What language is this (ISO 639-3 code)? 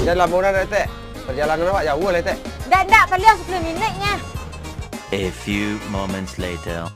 min